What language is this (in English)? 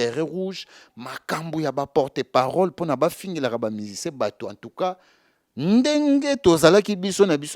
Lingala